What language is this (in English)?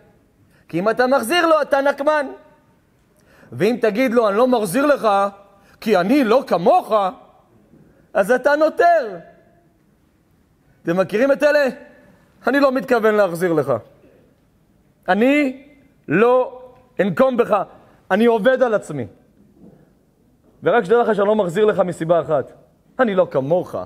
Hebrew